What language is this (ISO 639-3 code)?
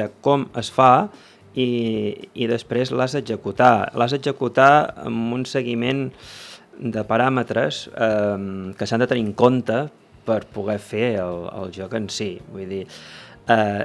cat